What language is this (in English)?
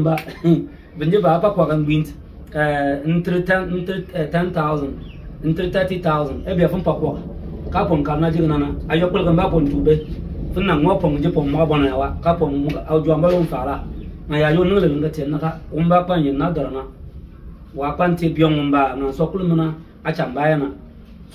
Bimoba